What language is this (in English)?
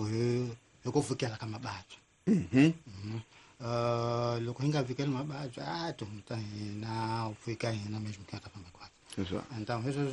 Tsonga